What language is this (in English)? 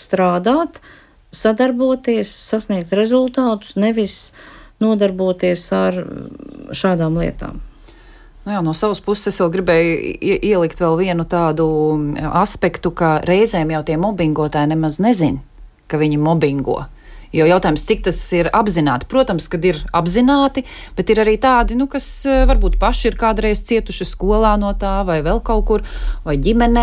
Latvian